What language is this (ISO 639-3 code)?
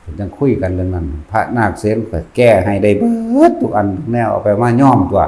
tts